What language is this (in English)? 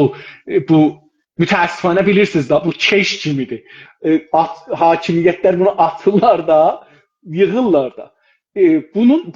South Azerbaijani